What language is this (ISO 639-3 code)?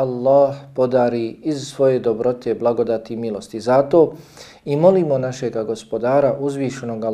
bos